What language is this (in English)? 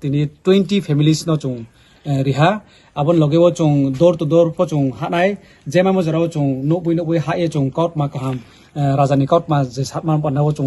Riang (India)